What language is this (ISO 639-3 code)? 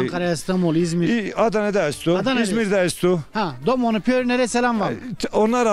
zza